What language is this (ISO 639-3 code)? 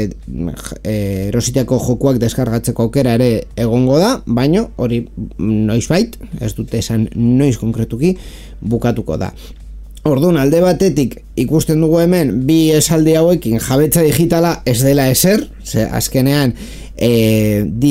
eus